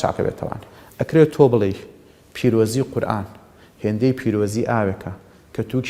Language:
Central Kurdish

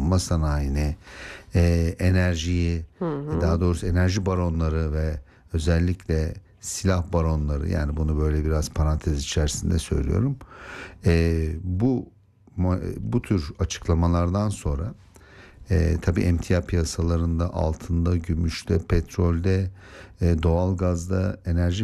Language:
Turkish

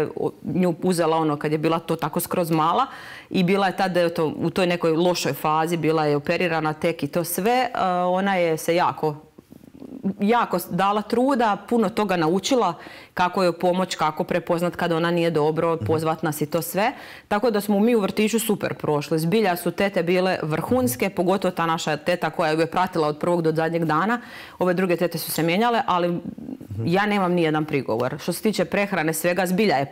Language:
Croatian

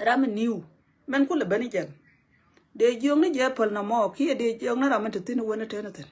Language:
Nuer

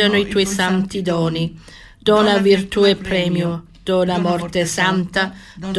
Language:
Italian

